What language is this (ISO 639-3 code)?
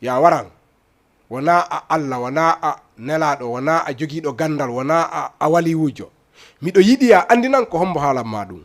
ful